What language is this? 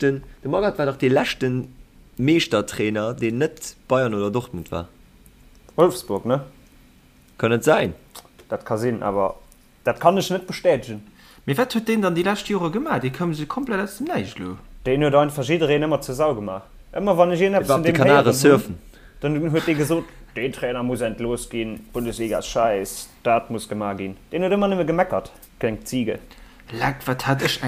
Luxembourgish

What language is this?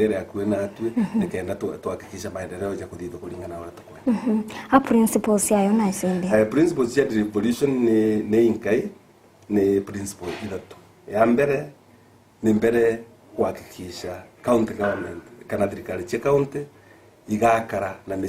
Meru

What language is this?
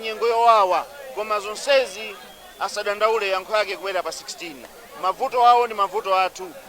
Nyanja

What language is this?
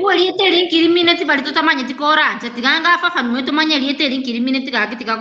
Gusii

